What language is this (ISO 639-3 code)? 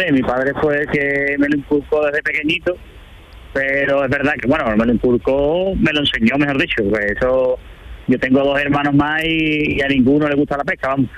spa